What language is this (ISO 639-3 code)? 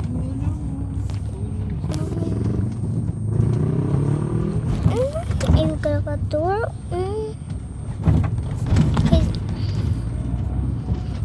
por